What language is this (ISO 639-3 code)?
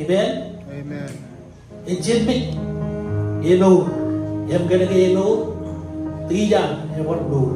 mah